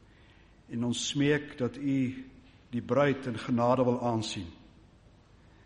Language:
Afrikaans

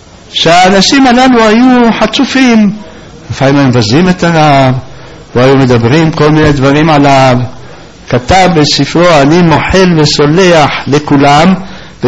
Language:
Hebrew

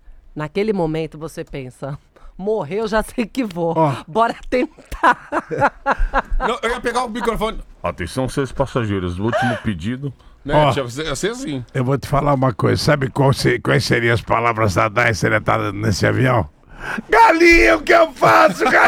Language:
Portuguese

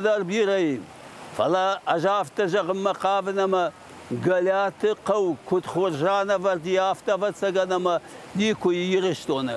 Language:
Ossetic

